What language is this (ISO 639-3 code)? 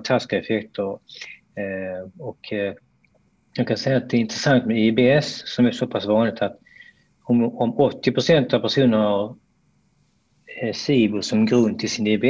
swe